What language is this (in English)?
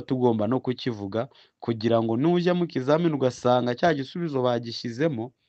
Kinyarwanda